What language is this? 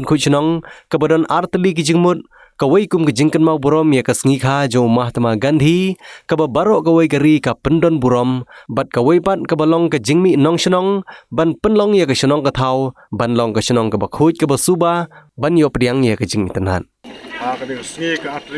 Khasi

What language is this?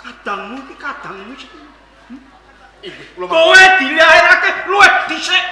Javanese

